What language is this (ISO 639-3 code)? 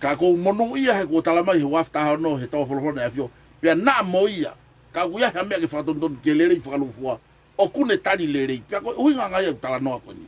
ton